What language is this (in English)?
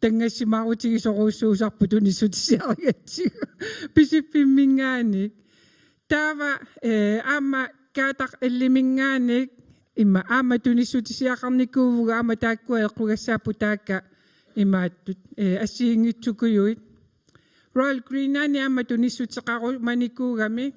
Kalaallisut